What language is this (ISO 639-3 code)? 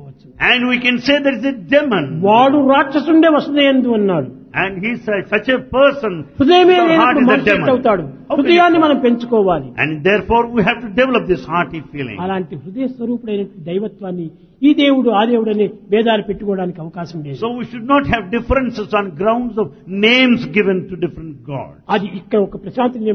tel